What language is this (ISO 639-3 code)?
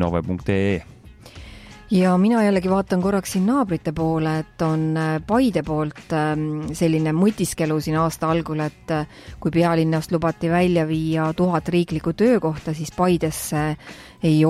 est